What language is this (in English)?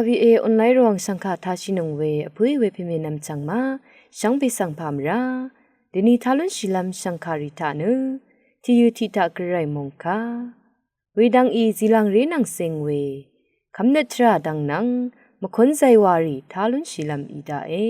Rawang